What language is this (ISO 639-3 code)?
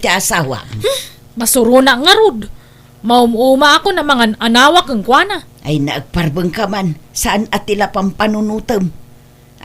ilo